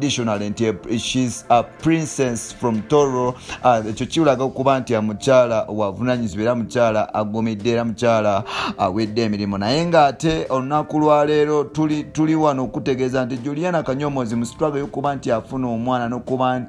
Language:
Ganda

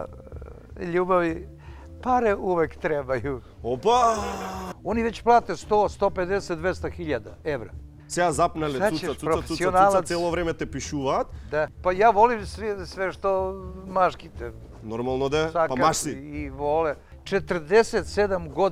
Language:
Macedonian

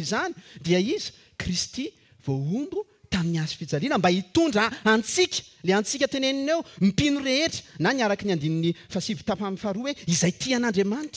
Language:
Malagasy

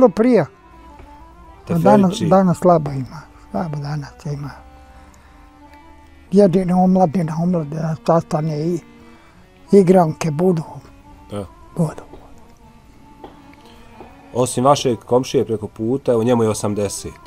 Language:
Bosnian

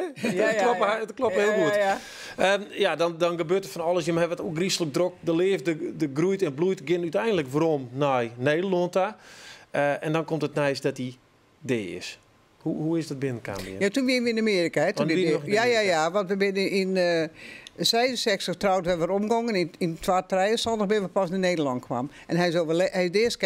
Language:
Western Frisian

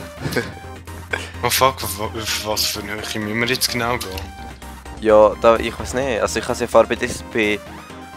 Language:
Swiss German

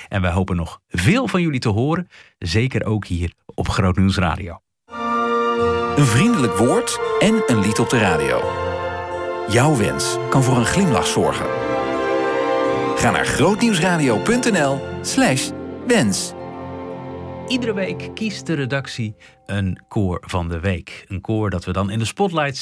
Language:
Dutch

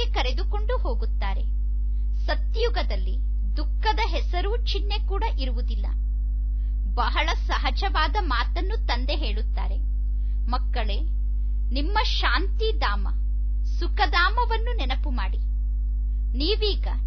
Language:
Kannada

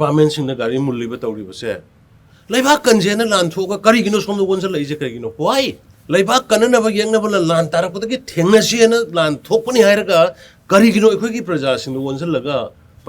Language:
Manipuri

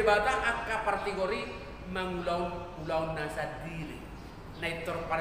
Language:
Batak Toba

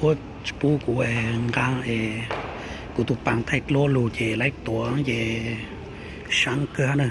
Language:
Hmong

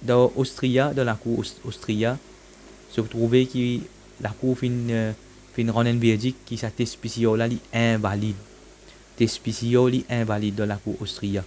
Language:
Morisyen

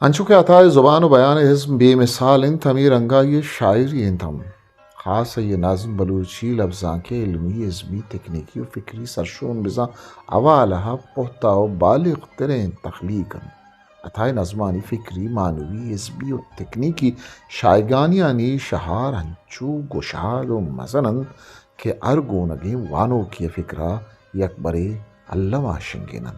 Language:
Eastern Balochi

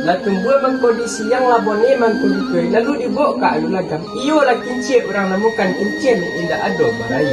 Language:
Minangkabau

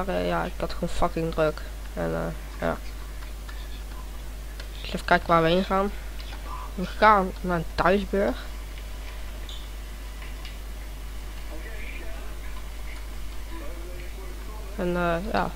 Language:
Dutch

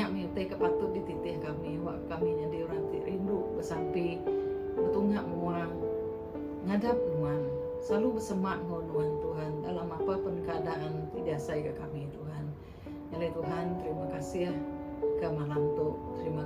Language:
Iban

